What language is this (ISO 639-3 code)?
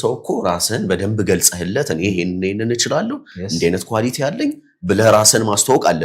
amh